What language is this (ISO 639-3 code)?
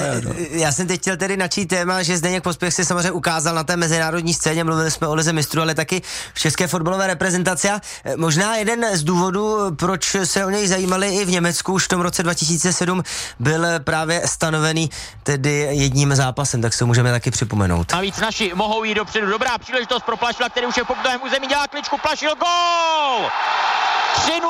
ces